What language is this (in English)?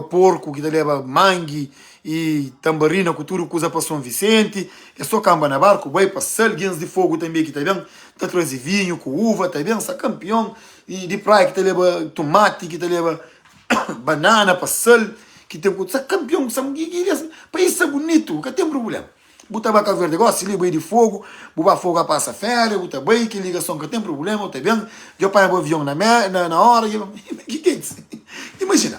Kabuverdianu